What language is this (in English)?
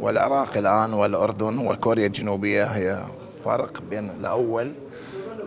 Mesopotamian Arabic